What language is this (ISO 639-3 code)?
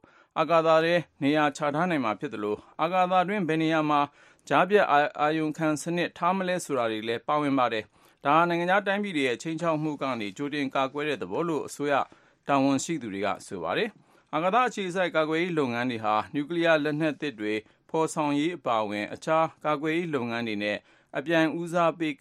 mya